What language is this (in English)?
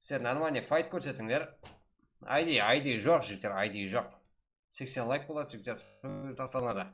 Kara-Kalpak